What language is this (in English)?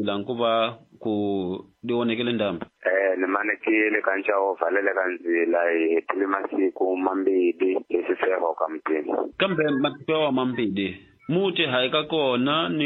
Tsonga